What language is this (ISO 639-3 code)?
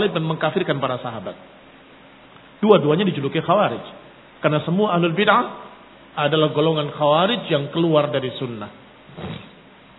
ind